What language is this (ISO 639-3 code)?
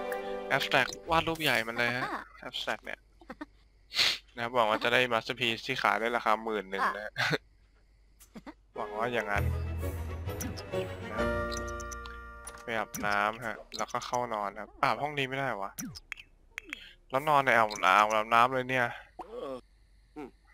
tha